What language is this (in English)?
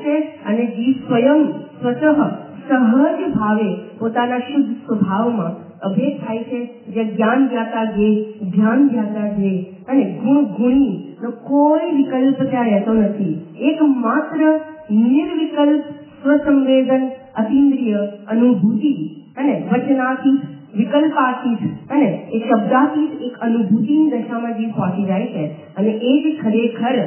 Gujarati